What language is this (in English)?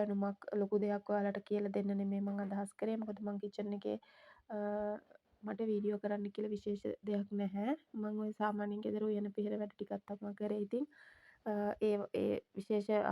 Sinhala